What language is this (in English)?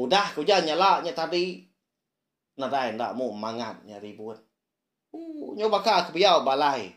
Iban